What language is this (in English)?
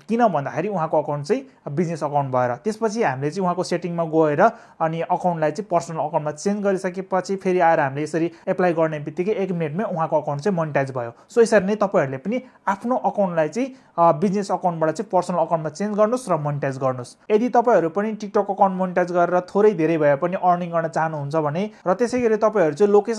Nepali